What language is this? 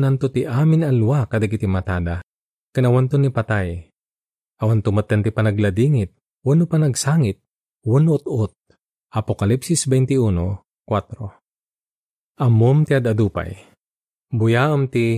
Iloko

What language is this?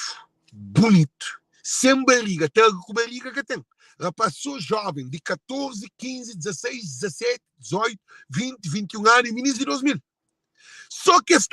Kabuverdianu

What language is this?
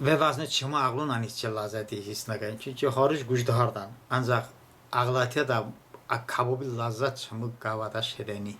Talysh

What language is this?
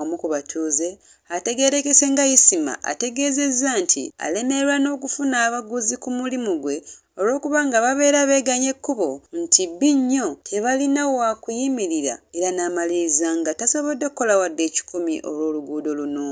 Ganda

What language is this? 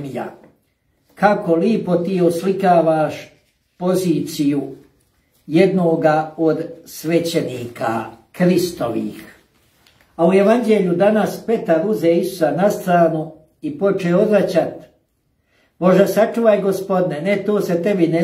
Croatian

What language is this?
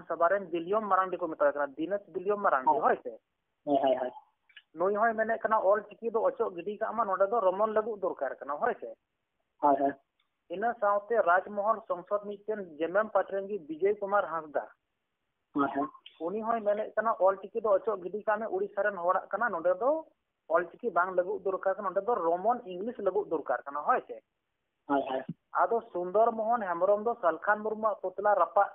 Santali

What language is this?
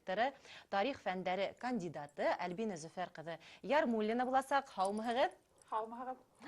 Bashkir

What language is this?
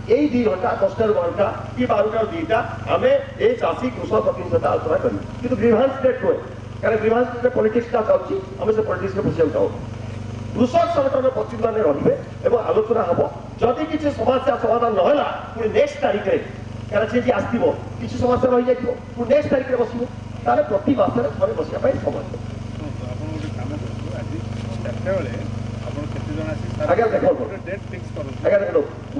Odia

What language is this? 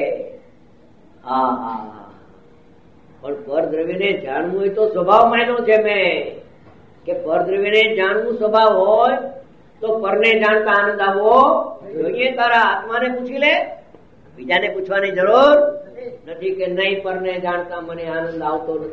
Gujarati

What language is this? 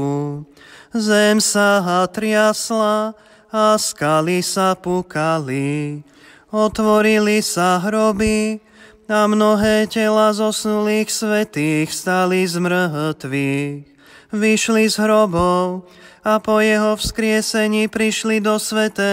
Slovak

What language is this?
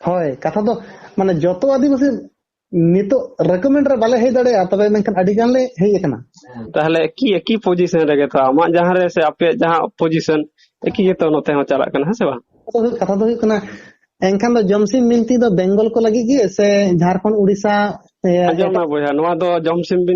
Santali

